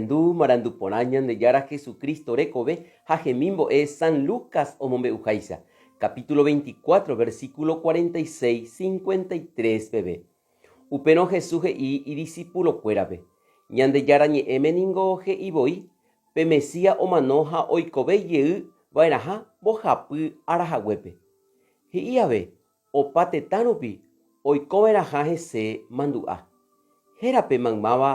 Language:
Guarani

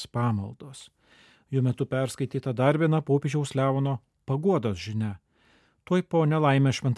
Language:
Lithuanian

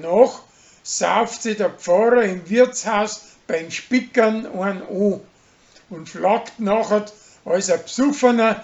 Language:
Bavarian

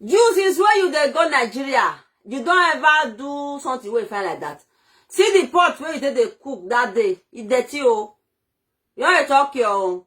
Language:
Nigerian Pidgin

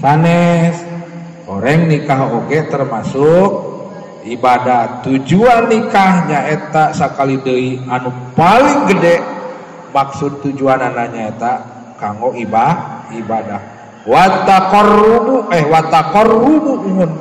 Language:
Sundanese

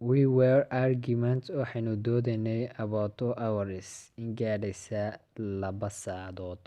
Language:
Somali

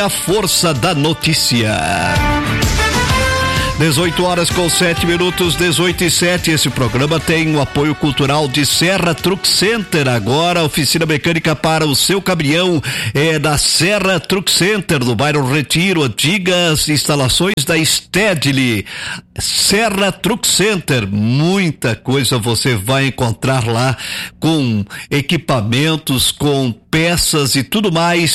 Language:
Portuguese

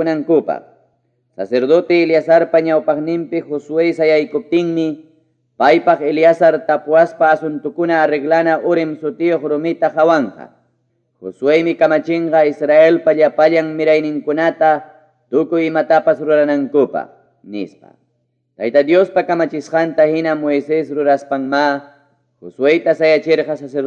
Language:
Ayacucho Quechua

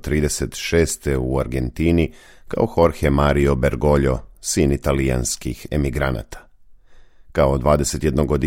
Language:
Croatian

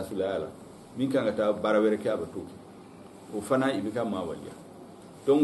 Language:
Bambara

